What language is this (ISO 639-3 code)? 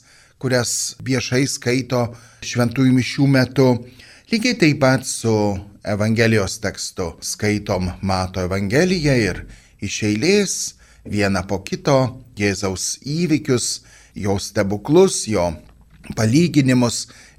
lit